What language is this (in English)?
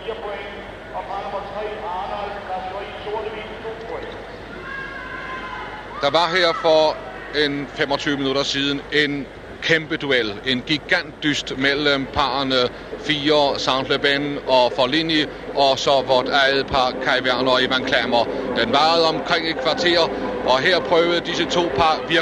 Danish